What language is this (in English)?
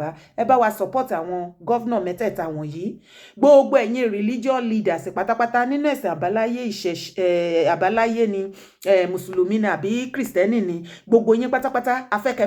Yoruba